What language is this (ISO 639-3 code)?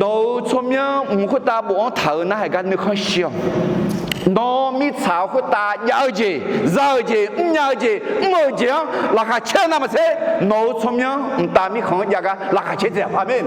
ahk